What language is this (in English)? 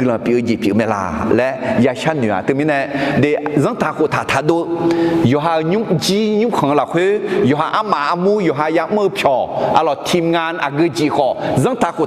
Akha